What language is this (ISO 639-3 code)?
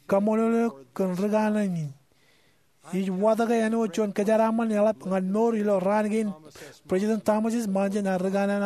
mah